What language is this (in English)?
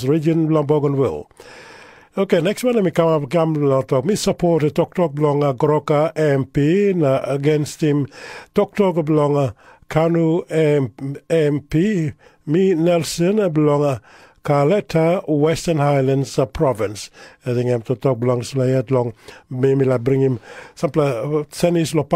Tok Pisin